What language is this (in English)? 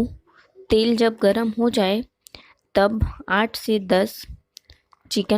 Chhattisgarhi